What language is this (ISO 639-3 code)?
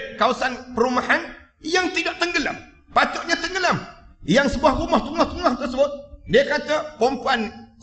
msa